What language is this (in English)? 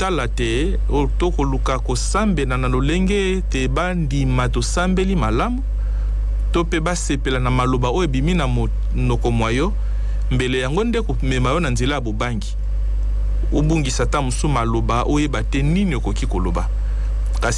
Lingala